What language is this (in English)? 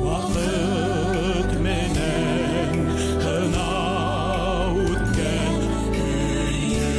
Bashkir